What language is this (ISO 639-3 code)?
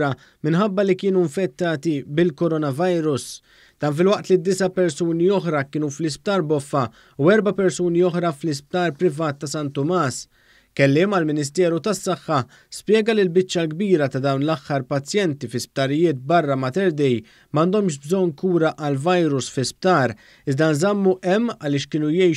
mlt